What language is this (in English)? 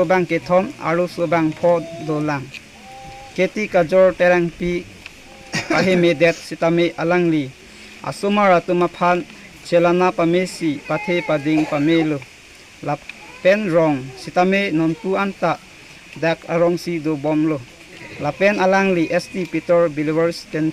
Karbi